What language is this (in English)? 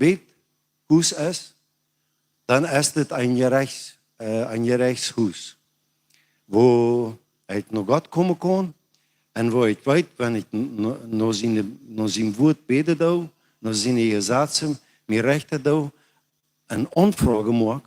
Plautdietsch